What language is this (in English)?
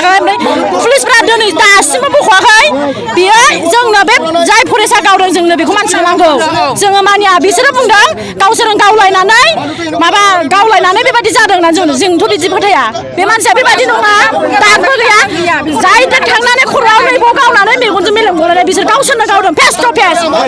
Bodo